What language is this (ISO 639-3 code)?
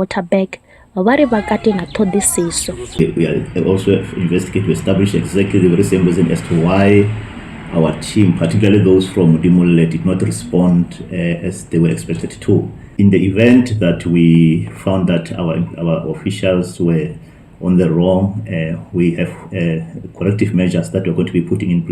ven